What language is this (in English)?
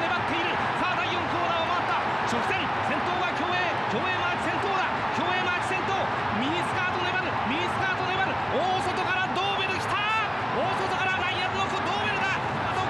Japanese